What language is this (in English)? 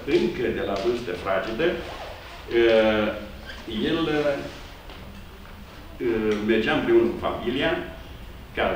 Romanian